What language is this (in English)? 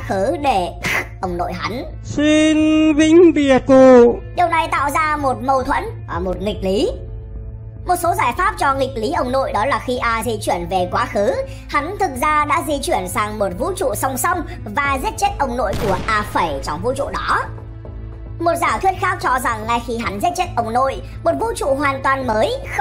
Vietnamese